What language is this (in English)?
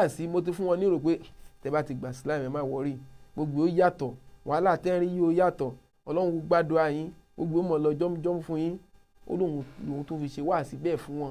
Yoruba